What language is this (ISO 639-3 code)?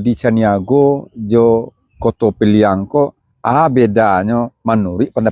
min